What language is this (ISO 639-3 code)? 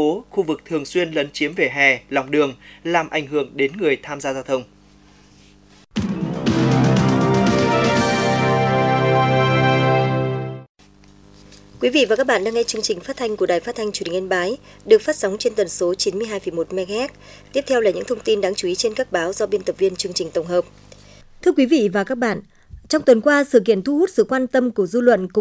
vie